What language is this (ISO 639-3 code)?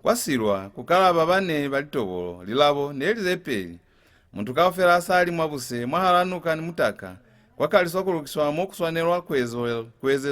loz